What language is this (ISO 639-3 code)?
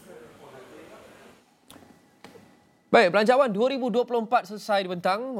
msa